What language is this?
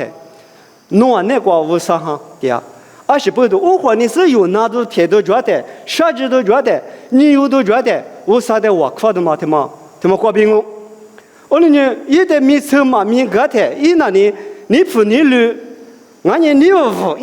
Lisu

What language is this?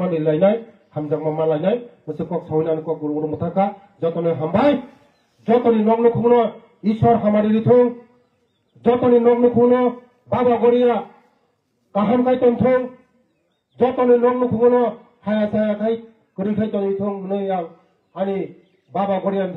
Kok Borok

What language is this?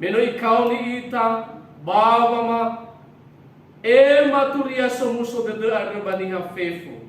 Nias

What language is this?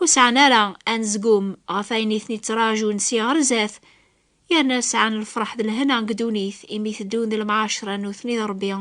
Kabyle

